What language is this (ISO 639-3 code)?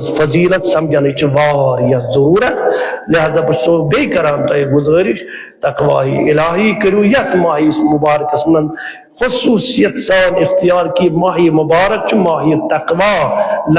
kas